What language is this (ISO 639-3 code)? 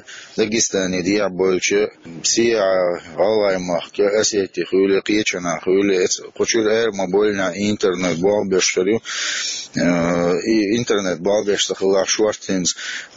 che